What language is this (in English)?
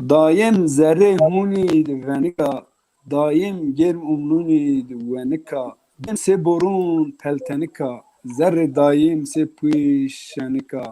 Zaza